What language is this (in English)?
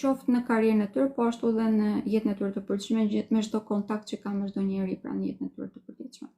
Albanian